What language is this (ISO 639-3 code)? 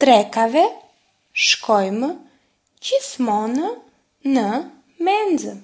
sqi